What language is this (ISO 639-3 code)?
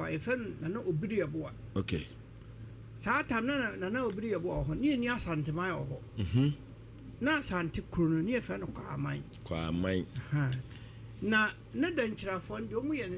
aka